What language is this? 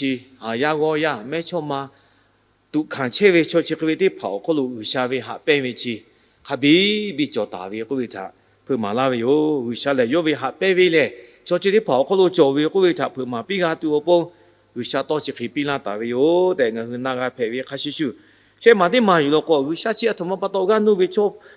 Lahu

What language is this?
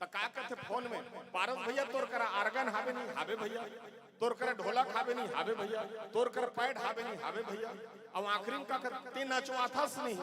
Chhattisgarhi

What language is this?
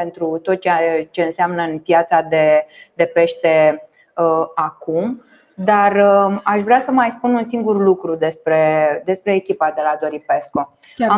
Romanian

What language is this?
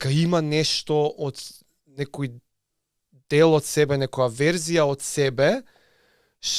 Macedonian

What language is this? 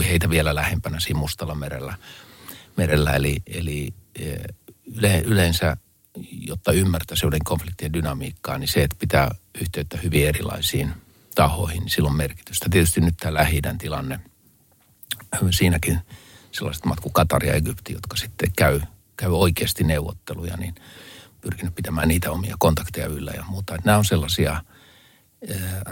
Finnish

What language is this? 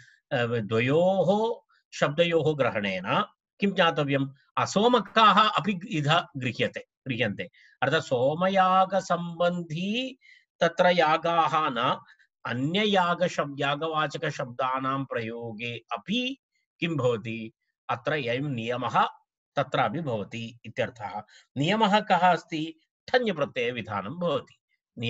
Sanskrit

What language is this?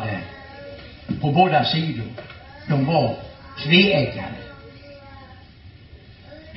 Swedish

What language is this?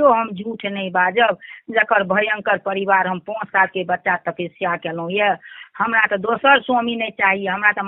Maithili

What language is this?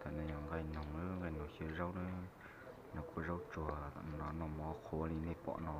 Hmong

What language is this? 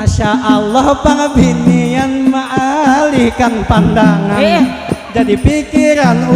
Banjar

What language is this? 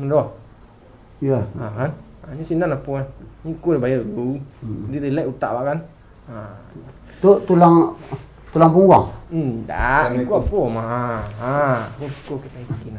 Minangkabau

